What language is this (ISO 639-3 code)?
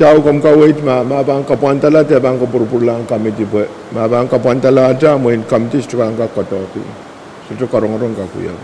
pon